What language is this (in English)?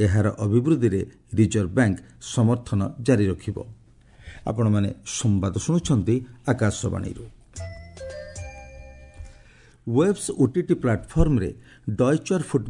Odia